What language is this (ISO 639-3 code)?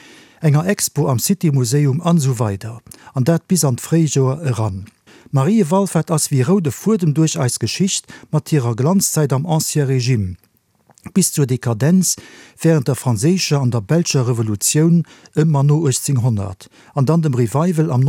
ltz